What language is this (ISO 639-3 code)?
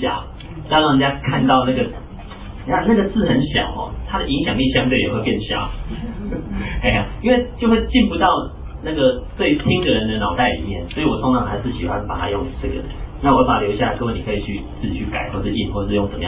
zho